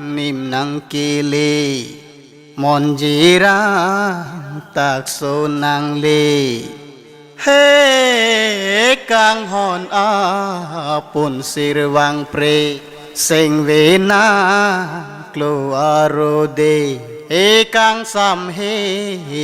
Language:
Karbi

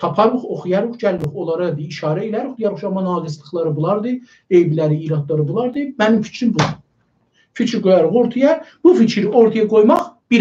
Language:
South Azerbaijani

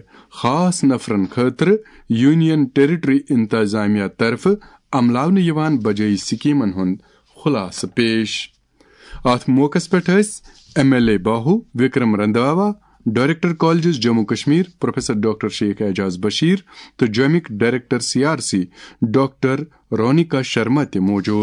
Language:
Kashmiri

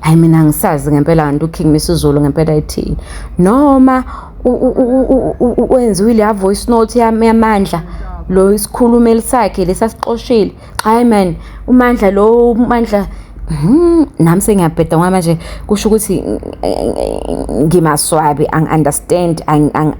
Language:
Zulu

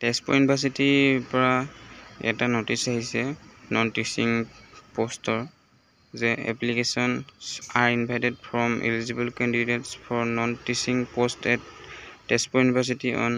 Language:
Assamese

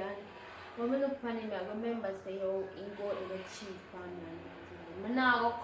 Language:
Jamaican Creole English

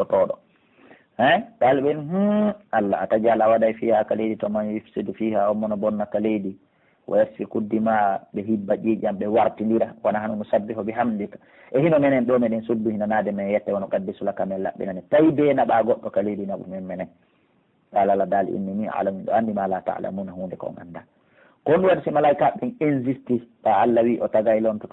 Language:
Pular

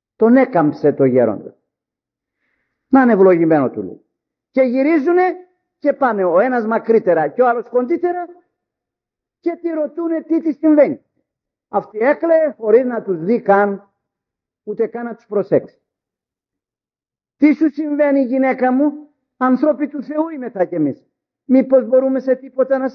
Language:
Greek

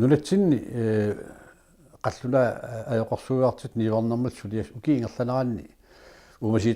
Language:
Kalaallisut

